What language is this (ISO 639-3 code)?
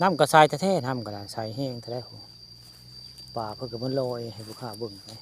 tts